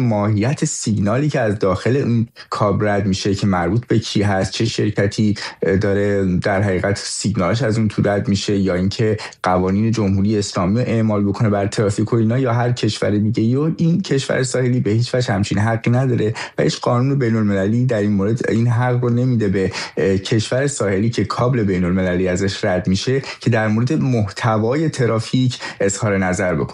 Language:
Persian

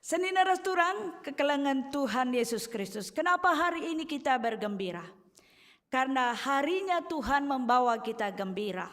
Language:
Batak Karo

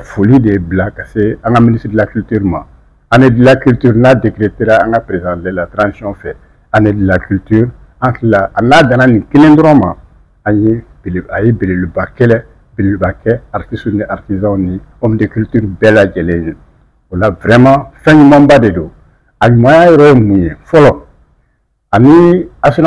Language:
Bambara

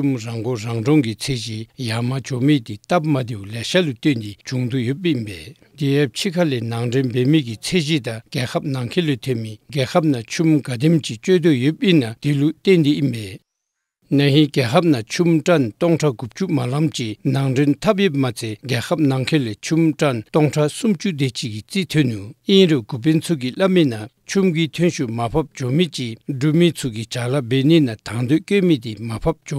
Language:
Dzongkha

